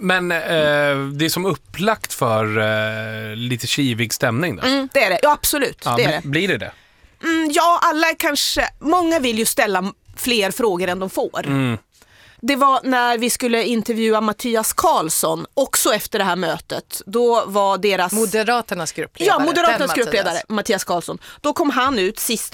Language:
Swedish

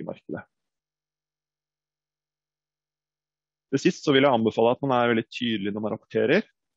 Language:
Norwegian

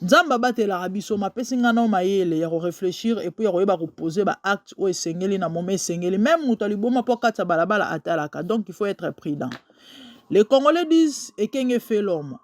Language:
Lingala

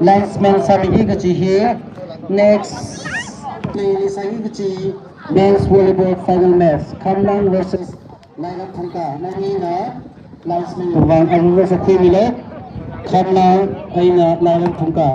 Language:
Tangkhul Naga (India)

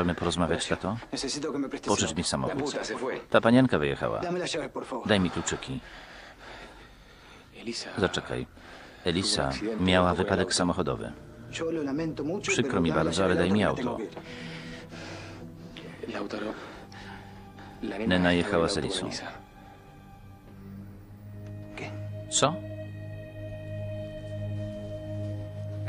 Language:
Polish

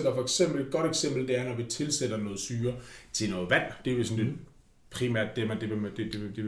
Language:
Danish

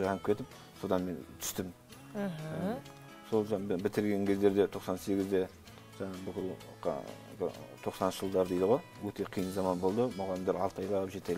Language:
Kazakh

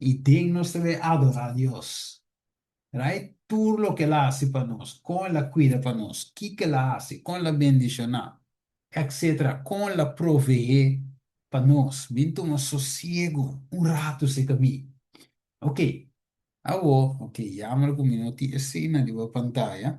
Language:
Papiamento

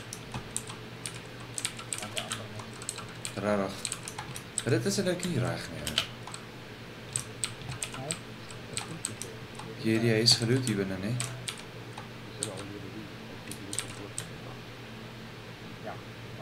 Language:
Afrikaans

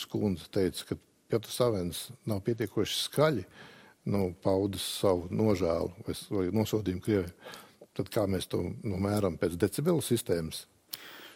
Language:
Latvian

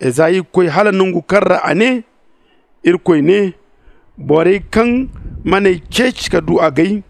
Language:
Zarma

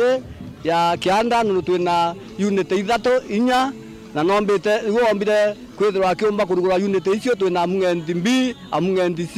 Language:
Meru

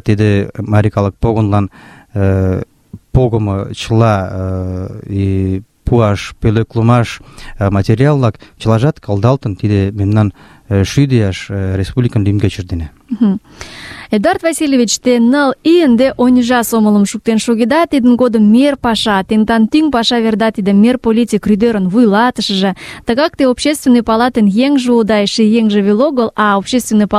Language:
Mari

